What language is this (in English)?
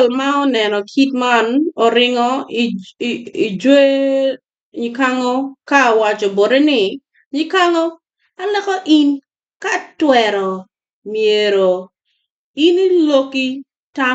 Acoli